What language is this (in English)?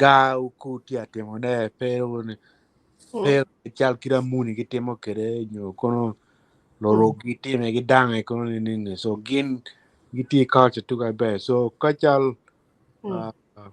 Acoli